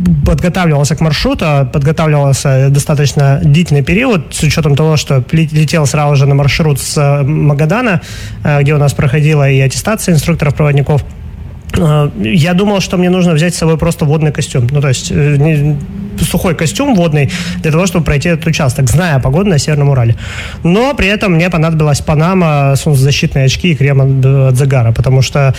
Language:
Russian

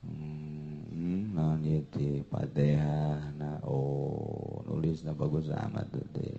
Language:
Sundanese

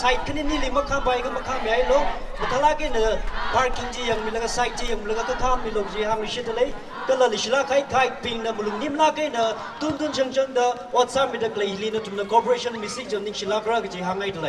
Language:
Tangkhul Naga (India)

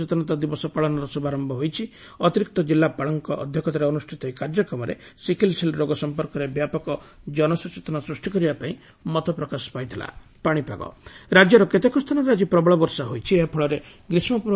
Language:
Odia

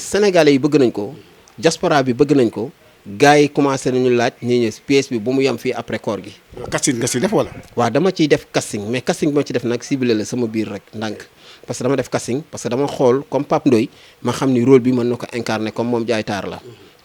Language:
Wolof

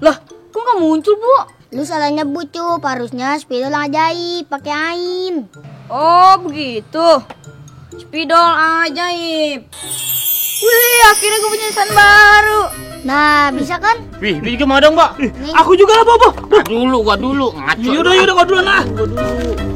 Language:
Betawi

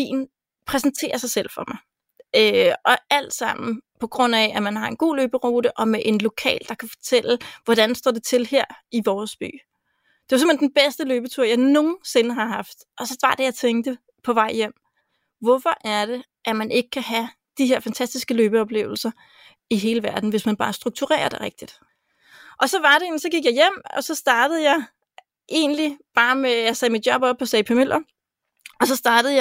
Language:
Danish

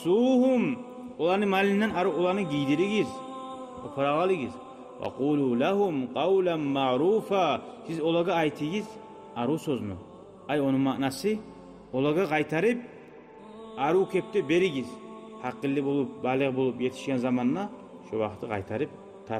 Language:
Kumyk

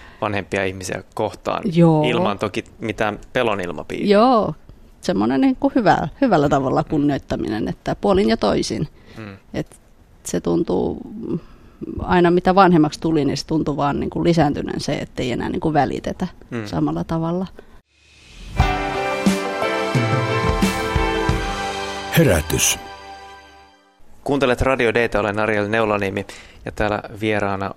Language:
Finnish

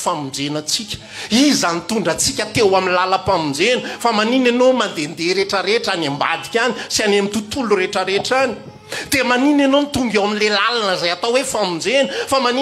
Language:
Malagasy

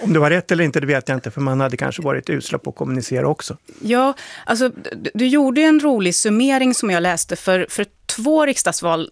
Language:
Swedish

